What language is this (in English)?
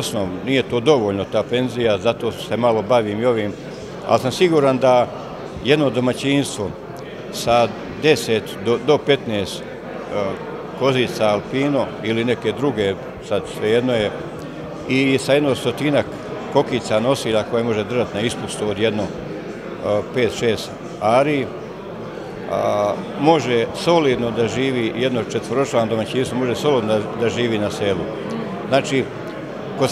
Serbian